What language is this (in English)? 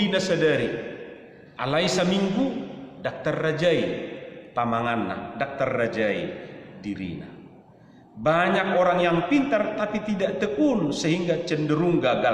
Batak Toba